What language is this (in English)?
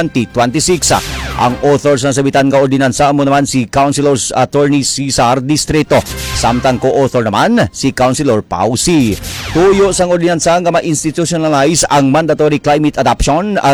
Hiligaynon